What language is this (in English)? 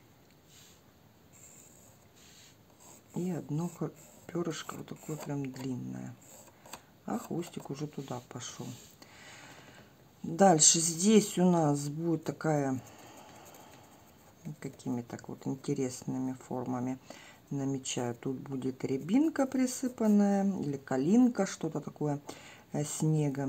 Russian